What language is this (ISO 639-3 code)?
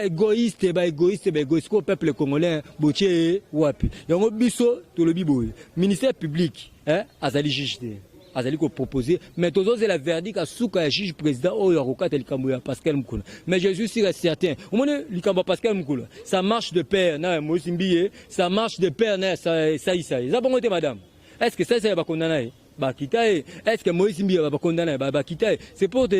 lin